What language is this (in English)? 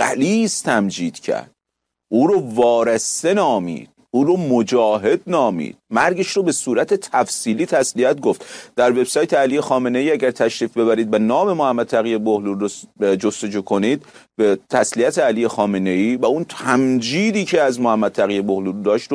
Persian